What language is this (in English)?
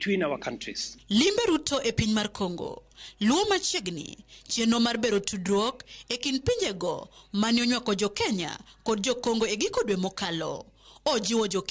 Luo (Kenya and Tanzania)